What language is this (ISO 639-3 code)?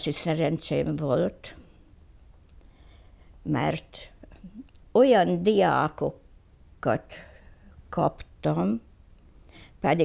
hun